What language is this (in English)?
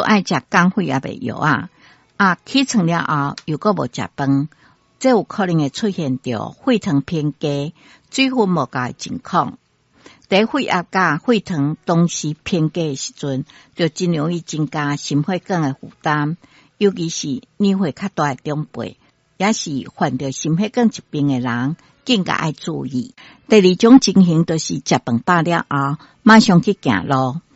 Min Nan Chinese